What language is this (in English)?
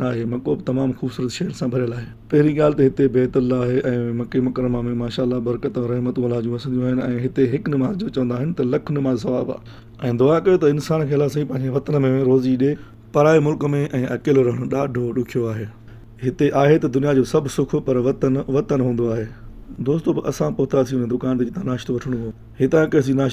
Sindhi